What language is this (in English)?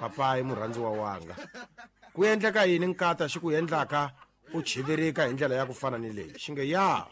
Tsonga